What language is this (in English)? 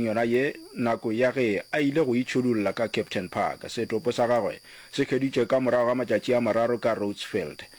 Northern Sotho